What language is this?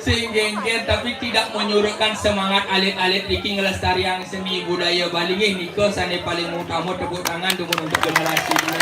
Balinese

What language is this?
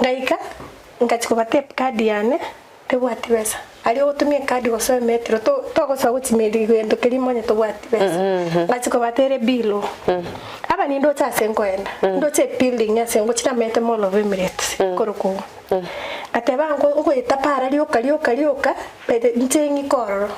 Gusii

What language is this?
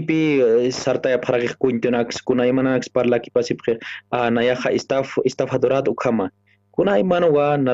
Aymara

